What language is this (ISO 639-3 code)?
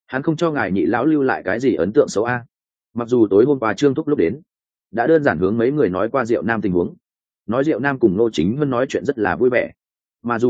vie